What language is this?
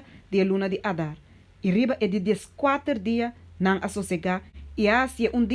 Papiamento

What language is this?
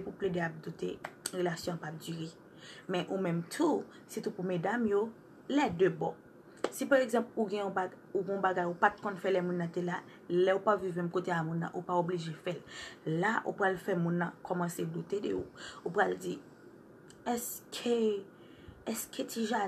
Haitian Creole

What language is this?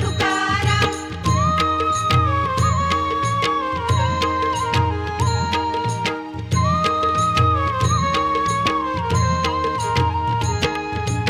Marathi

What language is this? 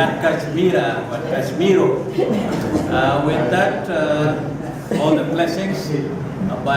Pohnpeian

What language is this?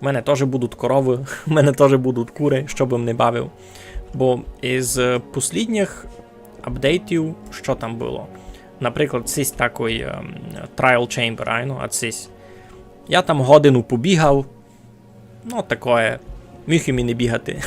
Rusyn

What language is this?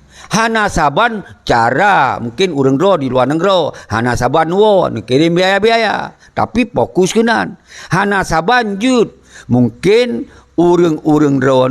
Achinese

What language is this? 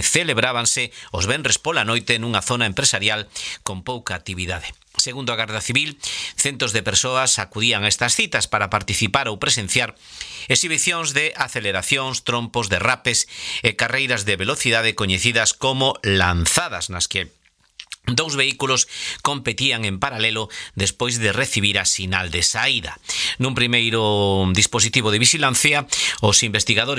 Galician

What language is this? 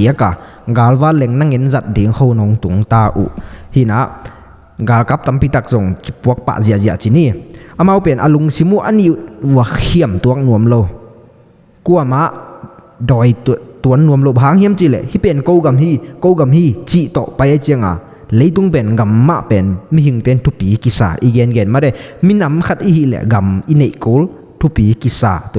Tedim Chin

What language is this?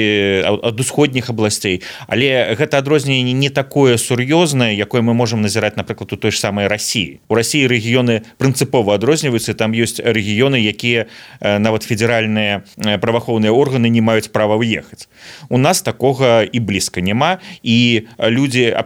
Belarusian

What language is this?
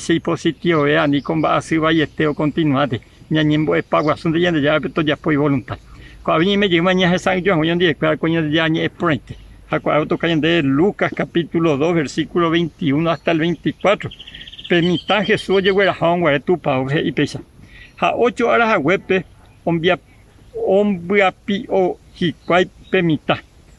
Guarani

